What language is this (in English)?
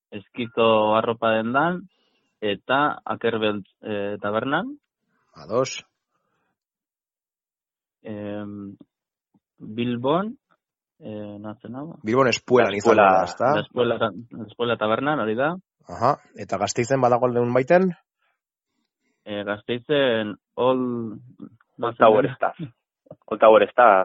Basque